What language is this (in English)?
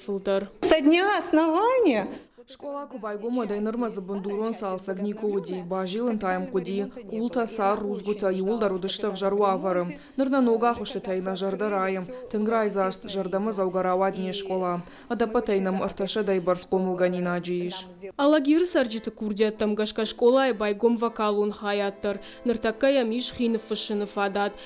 Ossetic